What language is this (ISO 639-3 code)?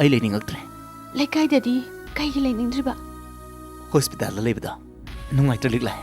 mni